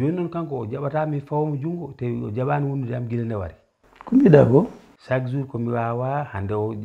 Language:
Fula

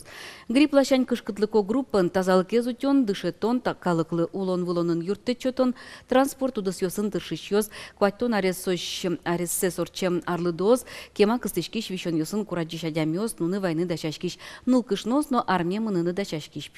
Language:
Udmurt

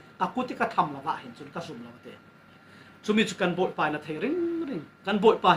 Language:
Falam Chin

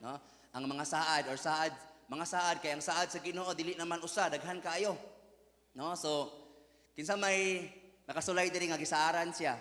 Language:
Cebuano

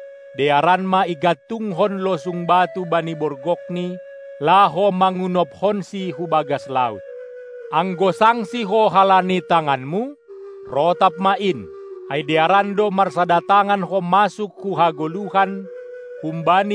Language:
Batak Simalungun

